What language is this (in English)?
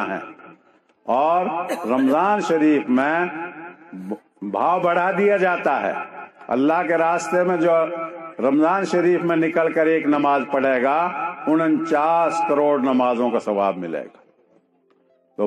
Urdu